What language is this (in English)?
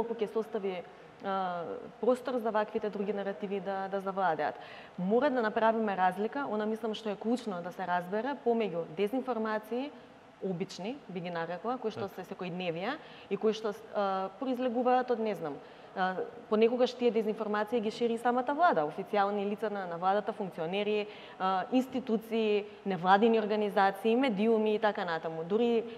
Macedonian